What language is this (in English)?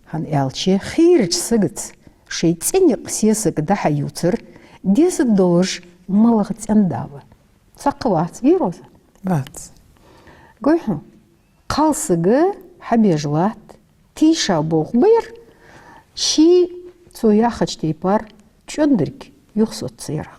Ingush